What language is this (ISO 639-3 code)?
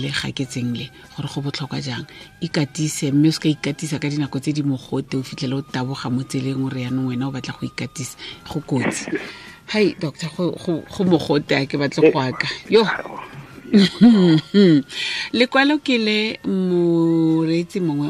tsn